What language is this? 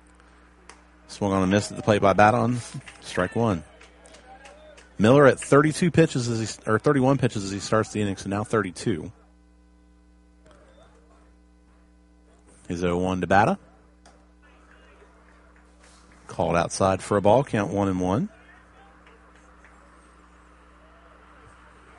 English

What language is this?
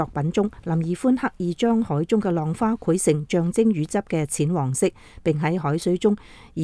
Cantonese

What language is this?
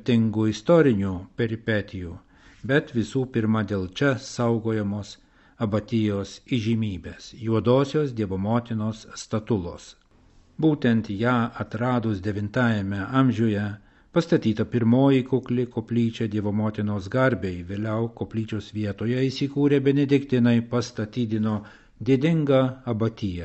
Lithuanian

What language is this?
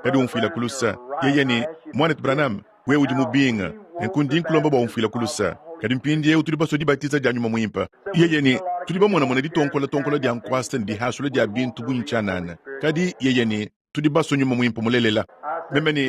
Luba-Lulua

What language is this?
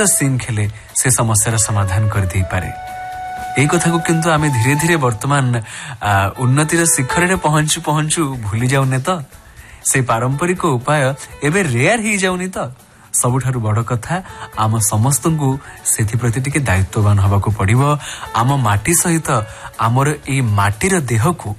Odia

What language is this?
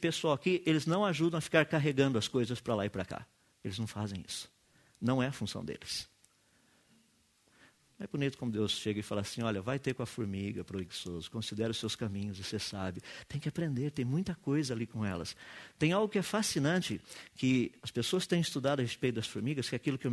Portuguese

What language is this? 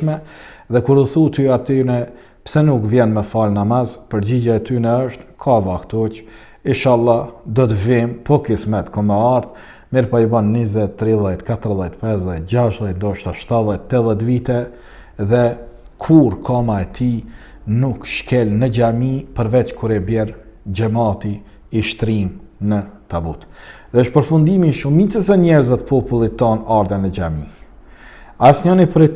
Albanian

